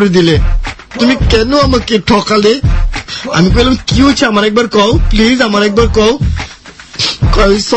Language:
Bangla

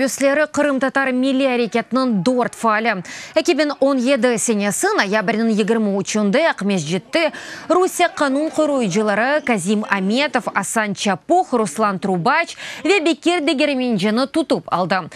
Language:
Crimean Tatar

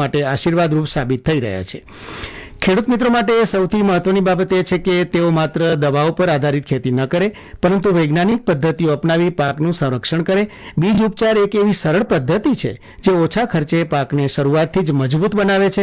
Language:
Gujarati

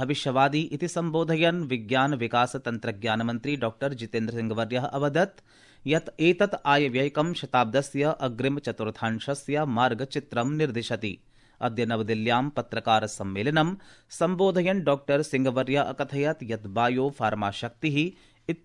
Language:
Sanskrit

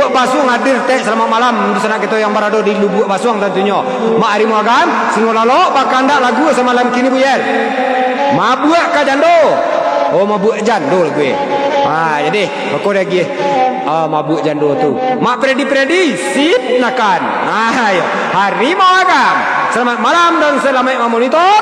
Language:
Minangkabau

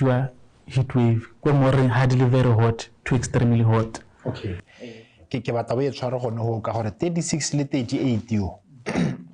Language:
Tswana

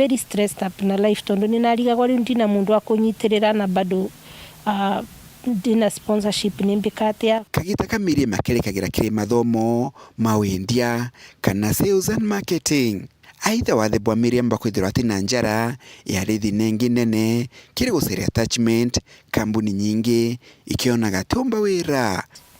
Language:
Meru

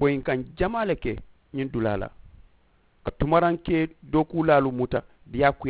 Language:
Mandingo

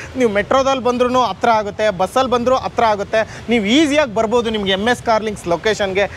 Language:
Kannada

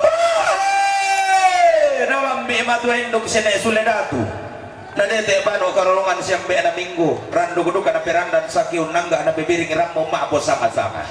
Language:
Toraja-Sa'dan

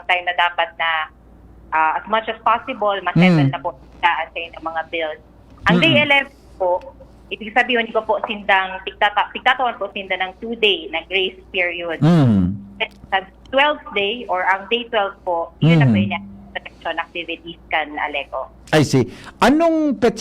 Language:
Bikol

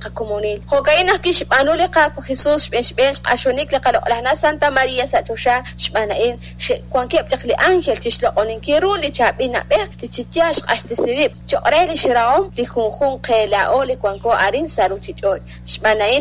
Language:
Kekchí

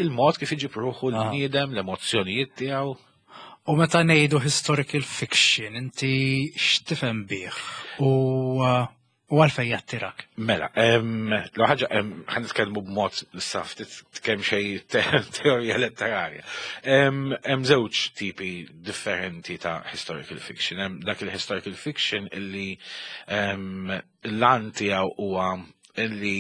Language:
Maltese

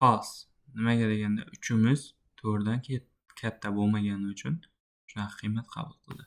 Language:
Uzbek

